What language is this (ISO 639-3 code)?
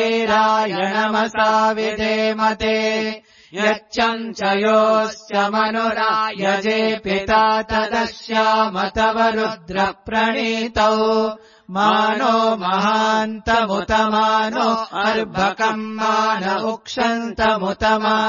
san